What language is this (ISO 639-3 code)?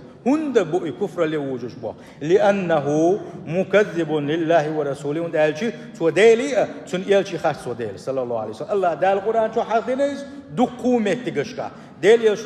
che